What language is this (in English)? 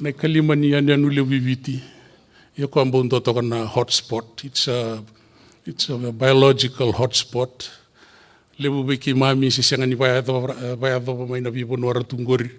Fijian